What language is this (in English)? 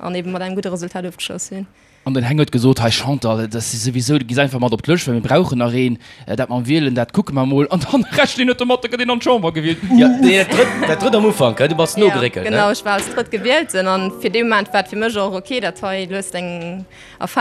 Luxembourgish